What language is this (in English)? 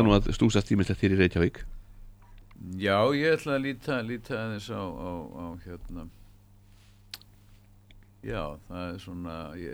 Icelandic